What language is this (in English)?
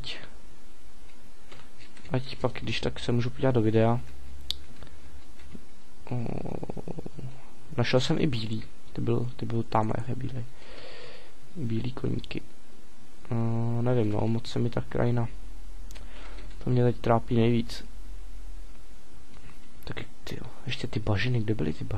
Czech